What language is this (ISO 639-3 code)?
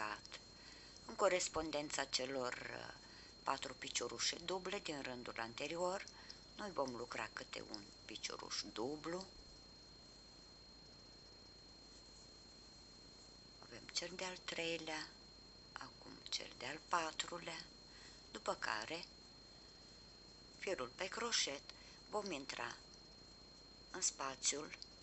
ron